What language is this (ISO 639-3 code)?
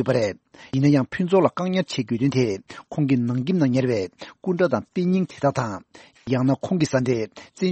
bod